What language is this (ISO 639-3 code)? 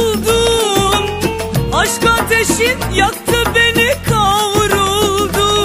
tur